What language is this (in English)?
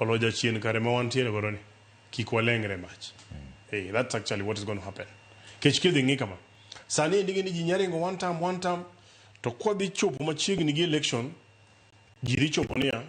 Luo (Kenya and Tanzania)